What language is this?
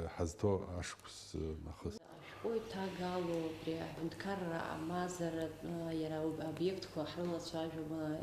Abkhazian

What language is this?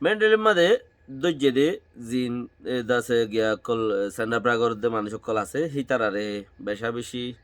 Rohingya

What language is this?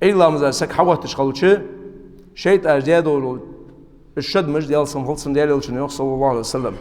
Ingush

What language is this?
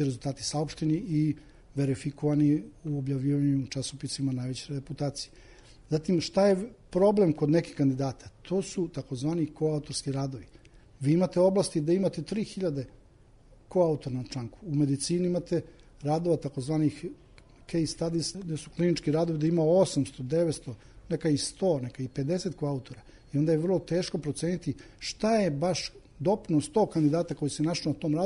Serbian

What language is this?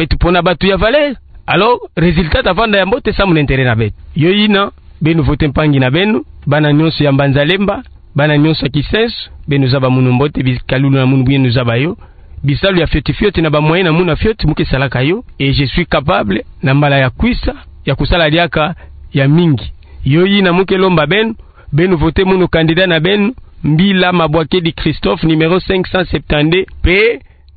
Kituba (Democratic Republic of Congo)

